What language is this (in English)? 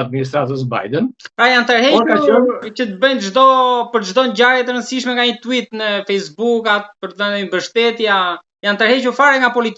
Albanian